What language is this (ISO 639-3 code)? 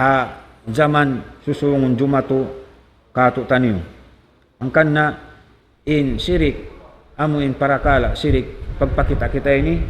tsg